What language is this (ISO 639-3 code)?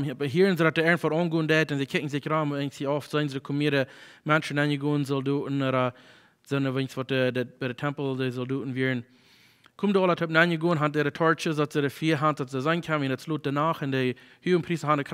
pdt